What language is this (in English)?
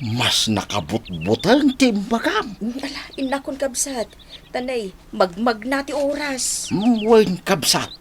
Iloko